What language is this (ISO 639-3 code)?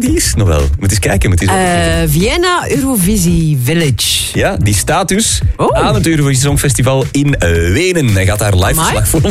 nld